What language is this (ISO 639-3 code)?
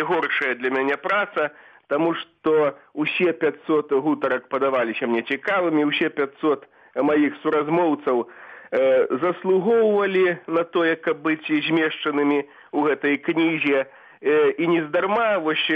bel